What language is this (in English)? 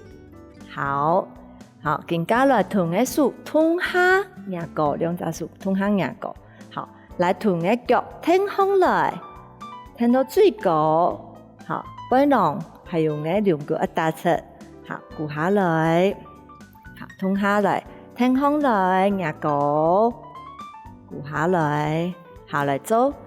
Hakka Chinese